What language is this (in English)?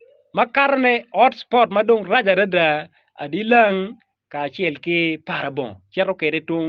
Acoli